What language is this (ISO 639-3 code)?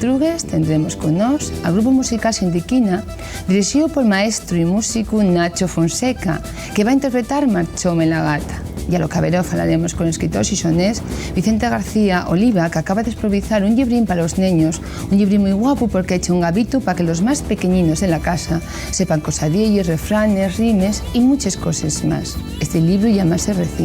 ast